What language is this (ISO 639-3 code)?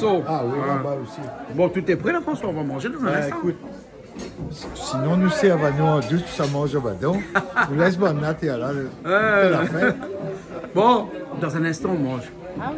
rcf